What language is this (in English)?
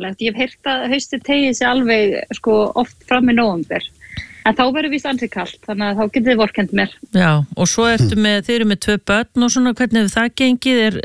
Icelandic